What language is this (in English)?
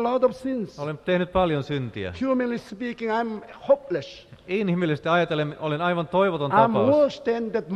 Finnish